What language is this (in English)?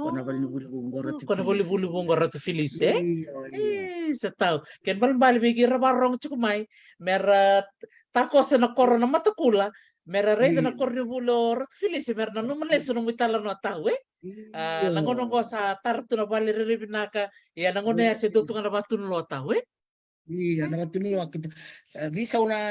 Fijian